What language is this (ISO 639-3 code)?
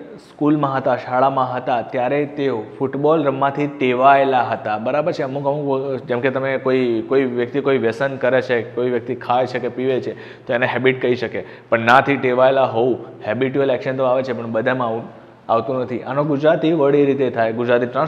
guj